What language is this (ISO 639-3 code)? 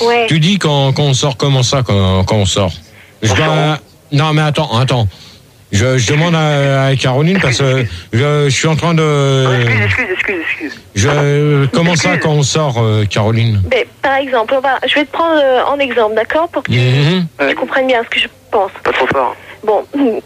fra